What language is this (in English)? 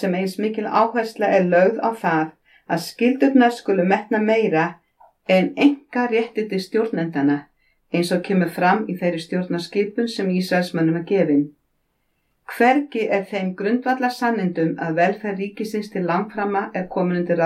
Icelandic